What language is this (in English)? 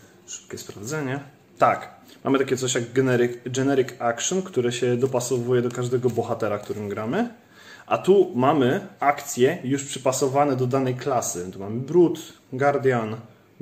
Polish